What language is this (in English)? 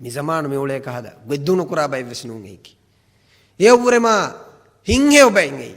Divehi